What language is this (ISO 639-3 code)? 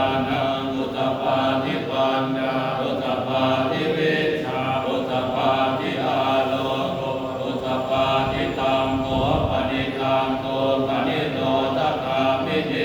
pli